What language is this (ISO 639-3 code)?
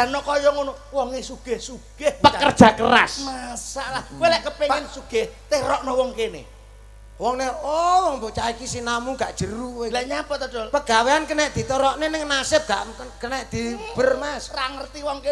jav